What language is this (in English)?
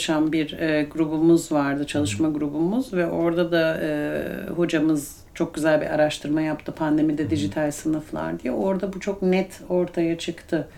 Turkish